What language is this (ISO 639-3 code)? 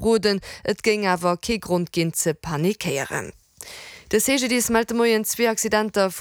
ltz